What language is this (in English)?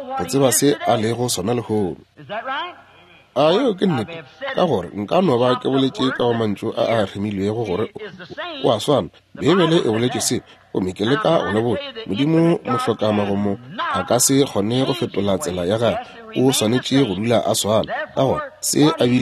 Northern Sotho